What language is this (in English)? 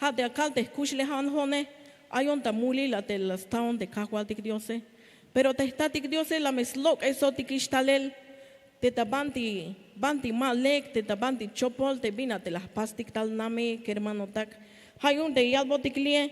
Tzeltal